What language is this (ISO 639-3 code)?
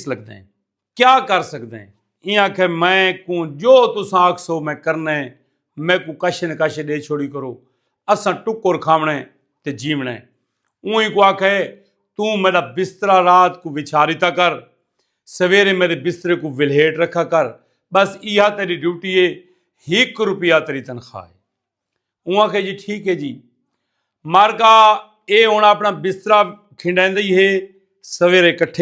skr